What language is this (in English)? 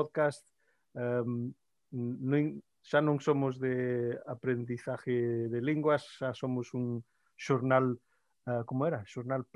Galician